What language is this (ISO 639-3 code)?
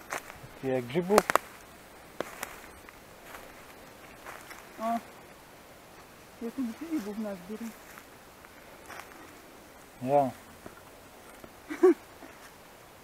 pol